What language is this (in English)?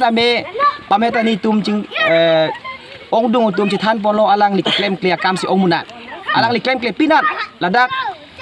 Karbi